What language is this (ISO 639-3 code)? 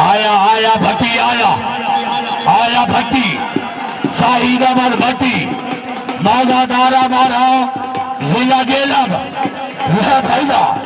skr